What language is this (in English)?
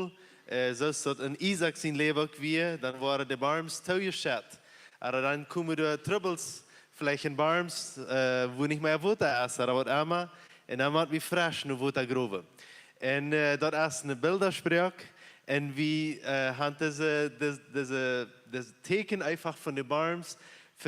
Plautdietsch